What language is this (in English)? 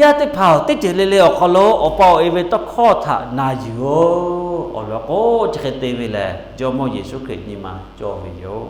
Lahu